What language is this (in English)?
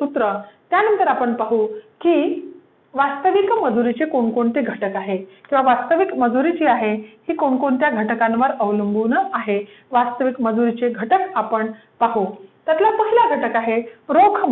Marathi